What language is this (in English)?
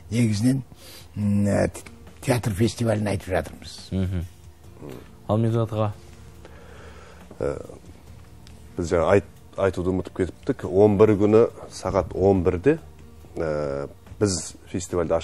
Kazakh